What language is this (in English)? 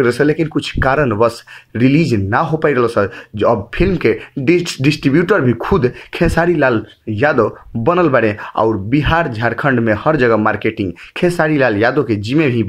Bhojpuri